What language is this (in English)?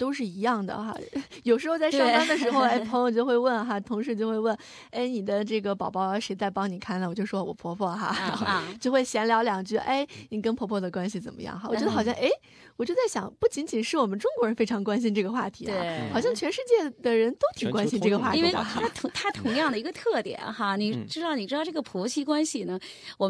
Chinese